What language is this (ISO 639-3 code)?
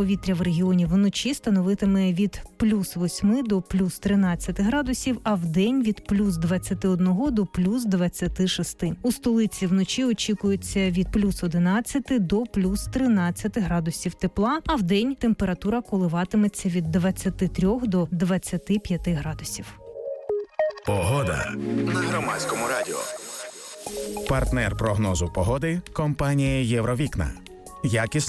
ukr